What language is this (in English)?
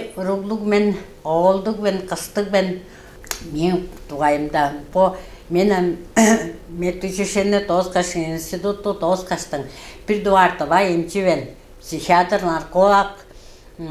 Tuvinian